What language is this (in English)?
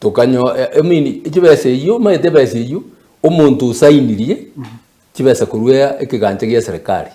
Gusii